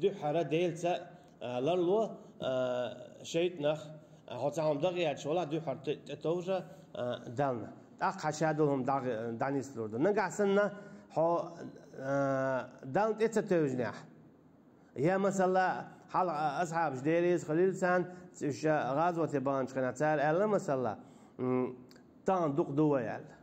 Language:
Chechen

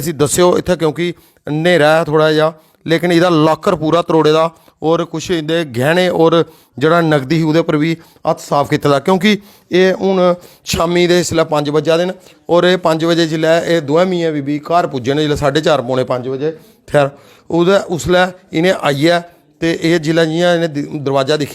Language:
Dogri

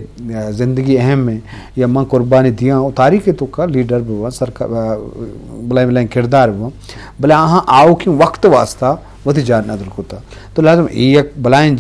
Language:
Eastern Balochi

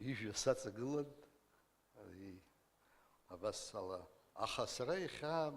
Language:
Abkhazian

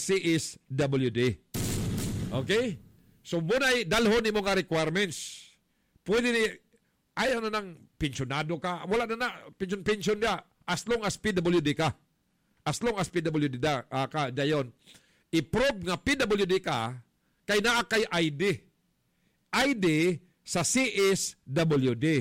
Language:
Cebuano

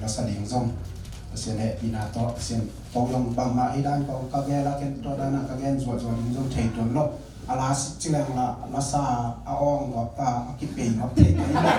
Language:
Tedim Chin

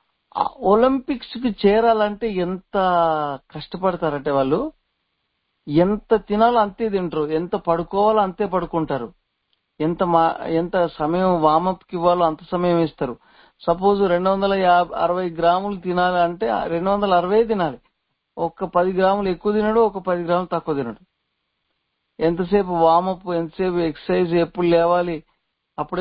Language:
Telugu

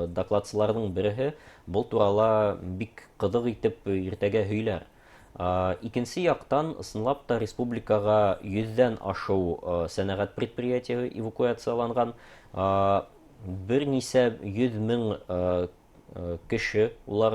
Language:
Bashkir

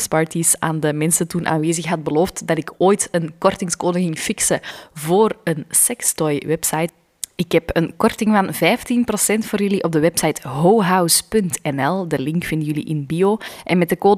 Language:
Dutch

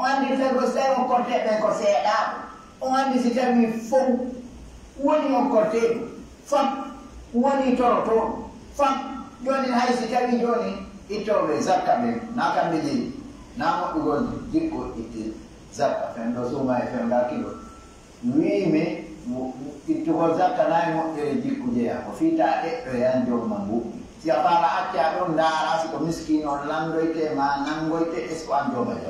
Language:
Pular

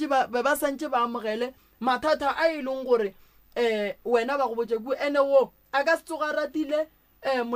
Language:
Northern Sotho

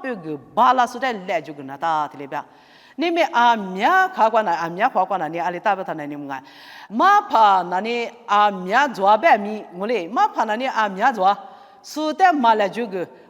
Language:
Lisu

